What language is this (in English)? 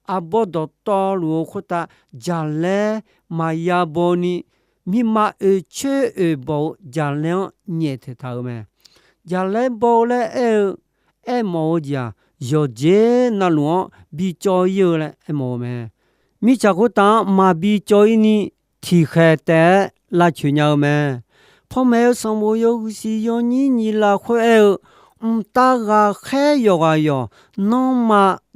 Akha